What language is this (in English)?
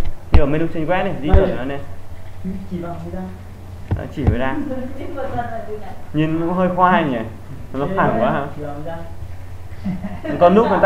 Vietnamese